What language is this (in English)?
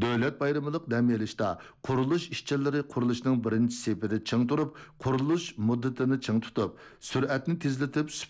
Uyghur